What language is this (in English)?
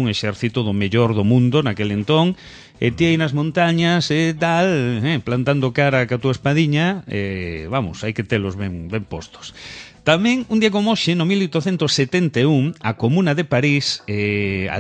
Galician